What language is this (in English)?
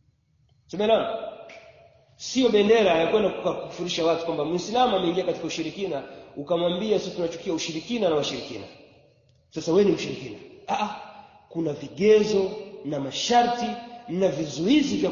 Swahili